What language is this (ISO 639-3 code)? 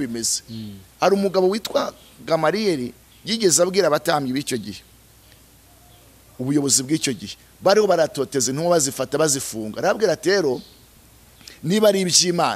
kin